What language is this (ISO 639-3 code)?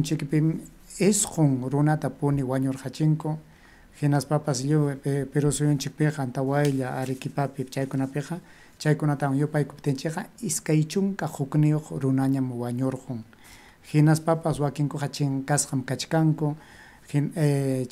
quy